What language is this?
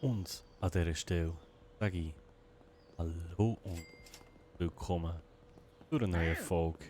Swiss German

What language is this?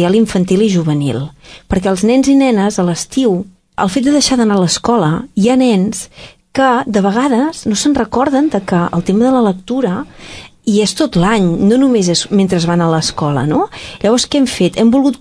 Catalan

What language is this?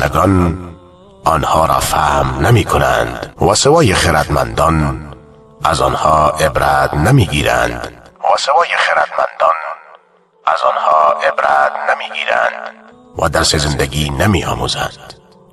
Persian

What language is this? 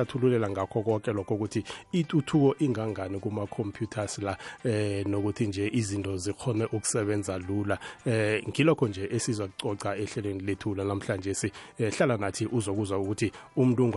South Ndebele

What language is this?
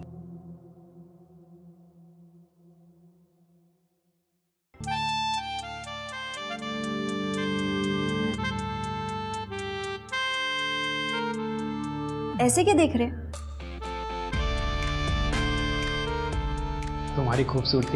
Hindi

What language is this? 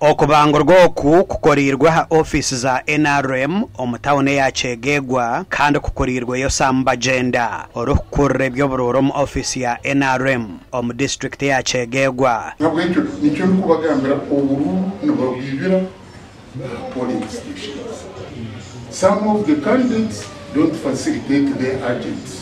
Nyankole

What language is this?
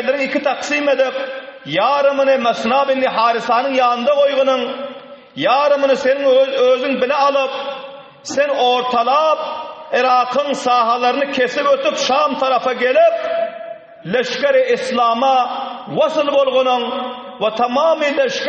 Turkmen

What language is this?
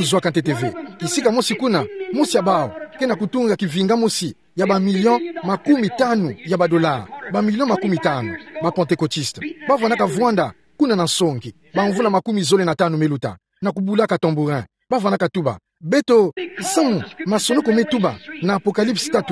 Kituba (Democratic Republic of Congo)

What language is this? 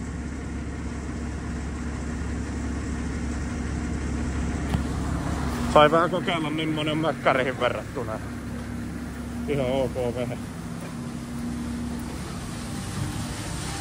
Finnish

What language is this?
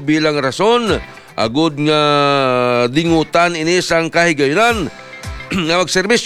Hiligaynon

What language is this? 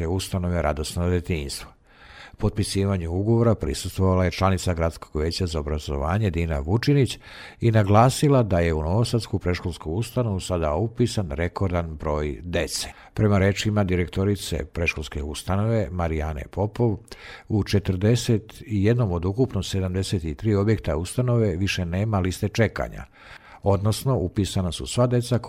Serbian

